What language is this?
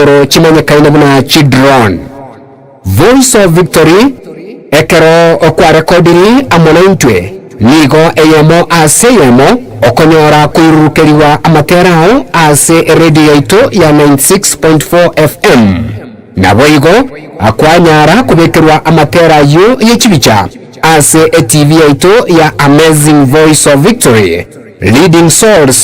Gusii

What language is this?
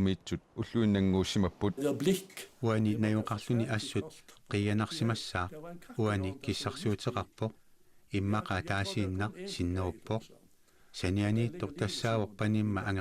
Kalaallisut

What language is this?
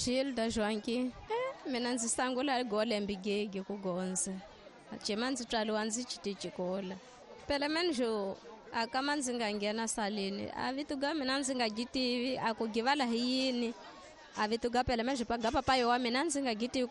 Tsonga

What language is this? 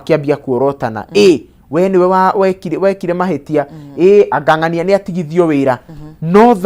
Kikuyu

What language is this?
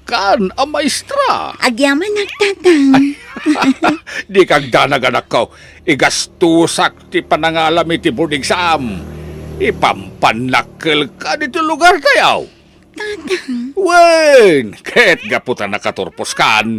Iloko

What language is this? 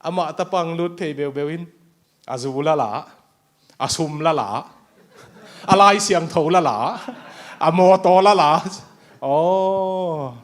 Tedim Chin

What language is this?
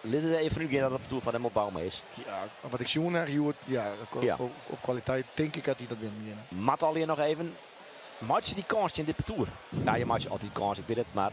Western Frisian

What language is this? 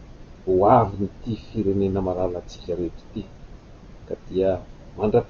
Malagasy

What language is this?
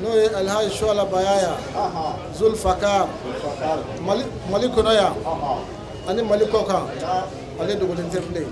Bambara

